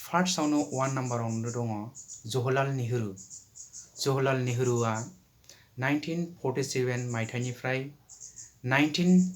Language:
Bodo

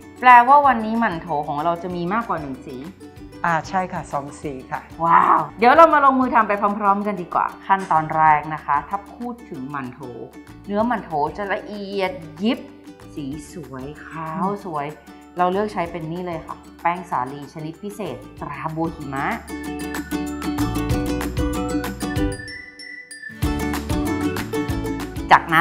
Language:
Thai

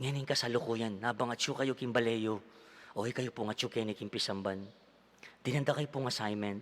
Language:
Pampanga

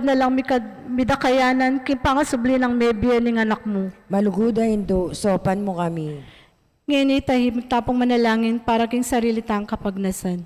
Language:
Pampanga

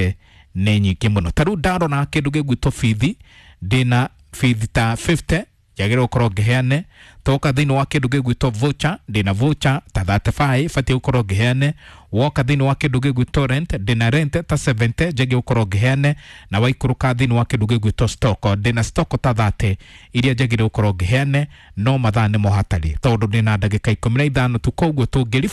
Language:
Kikuyu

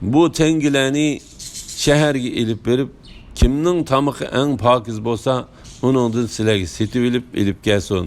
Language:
Uyghur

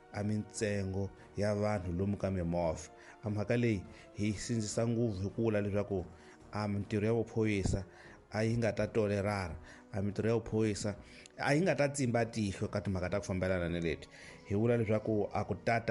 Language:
Tsonga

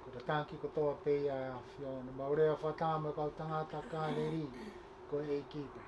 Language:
Tongan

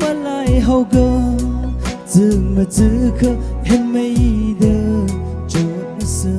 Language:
Tangkhul Naga (India)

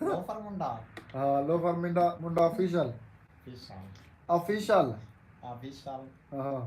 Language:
Saraiki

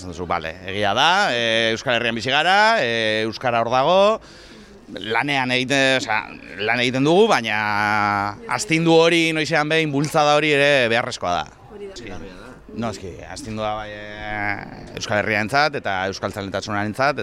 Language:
Basque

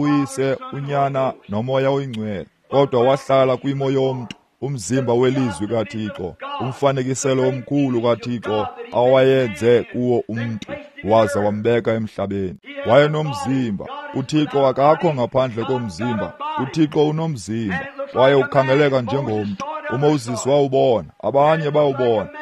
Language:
Xhosa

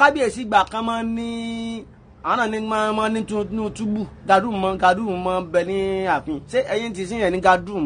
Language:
Yoruba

